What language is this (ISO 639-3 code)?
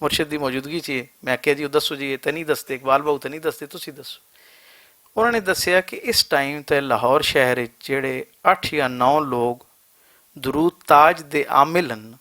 lah